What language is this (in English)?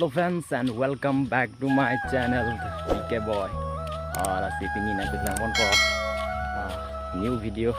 Karbi